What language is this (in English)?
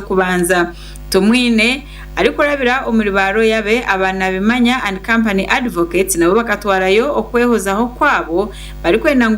Nyankole